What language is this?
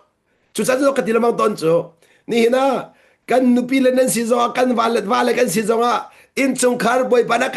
Hakha Chin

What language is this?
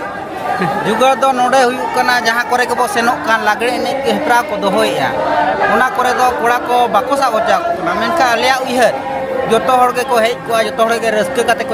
Santali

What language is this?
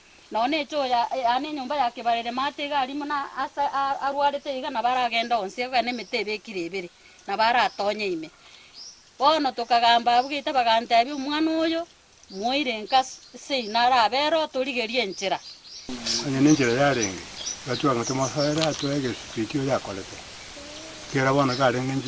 Gusii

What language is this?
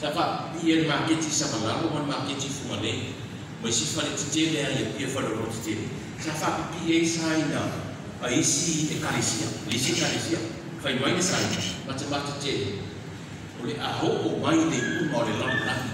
Samoan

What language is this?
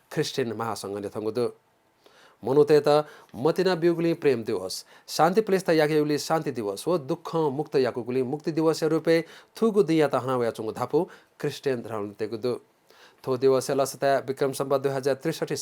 Newari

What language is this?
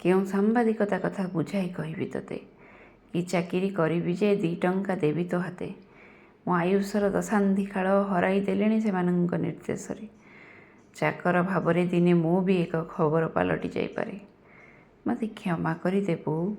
Odia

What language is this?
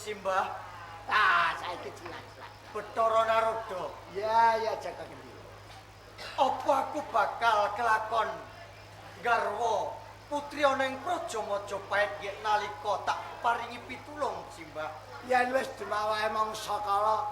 Javanese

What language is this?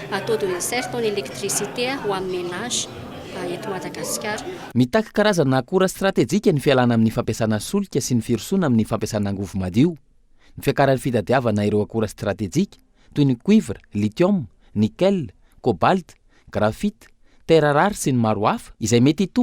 Malagasy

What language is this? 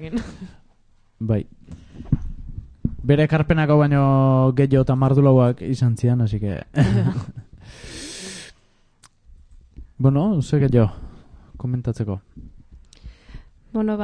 Basque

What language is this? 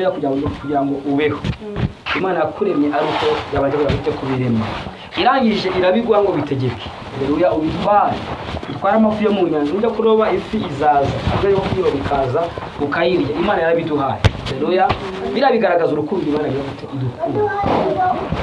Kinyarwanda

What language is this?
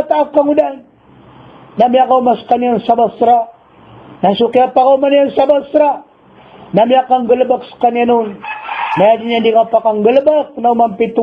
Maranao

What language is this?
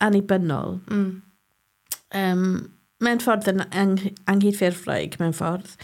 Welsh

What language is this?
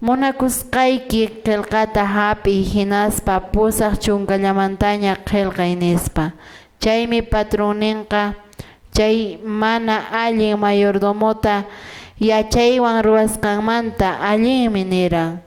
Quechua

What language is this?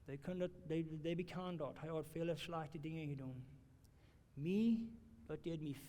Plautdietsch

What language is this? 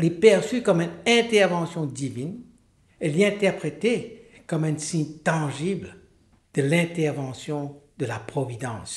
Morisyen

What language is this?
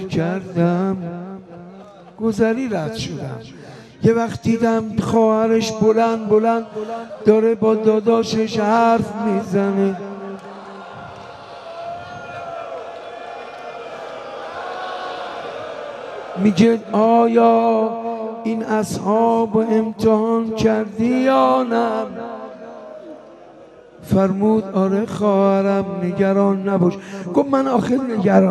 Persian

